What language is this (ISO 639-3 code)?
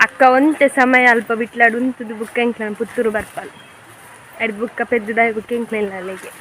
tcy